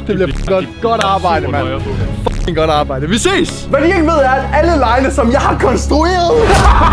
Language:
Danish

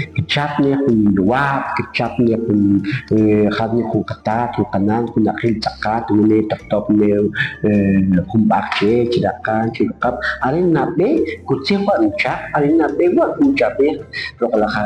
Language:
Kʼicheʼ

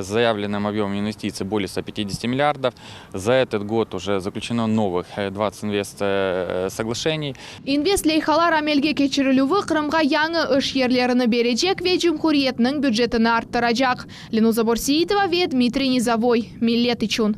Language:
Crimean Tatar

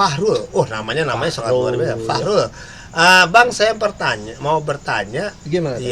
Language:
Betawi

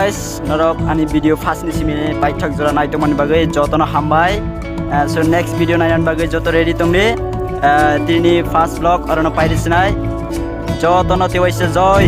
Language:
Kok Borok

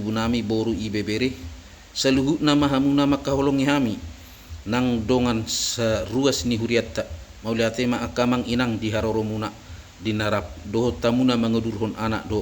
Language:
Batak Toba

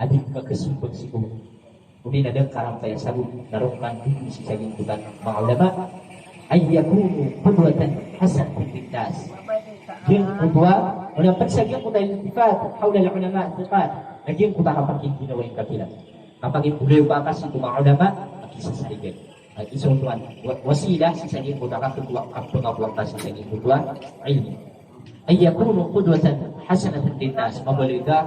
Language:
Maranao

